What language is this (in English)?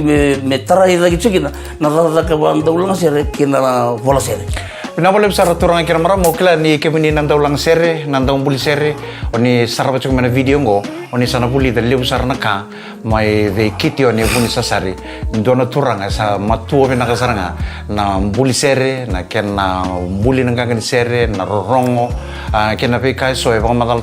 Fijian